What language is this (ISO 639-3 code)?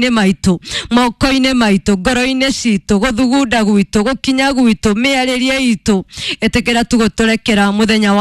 kik